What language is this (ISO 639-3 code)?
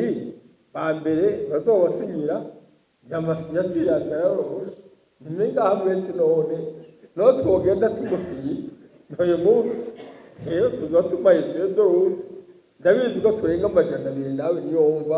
run